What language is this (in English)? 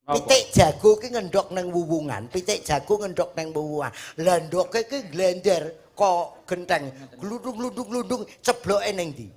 Javanese